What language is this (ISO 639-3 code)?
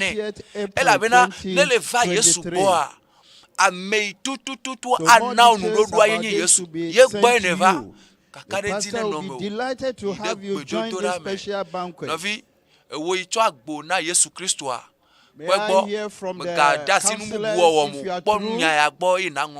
ewe